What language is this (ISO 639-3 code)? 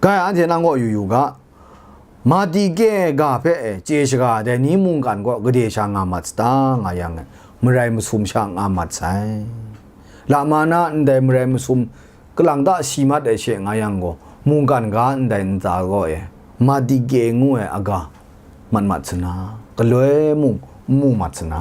kac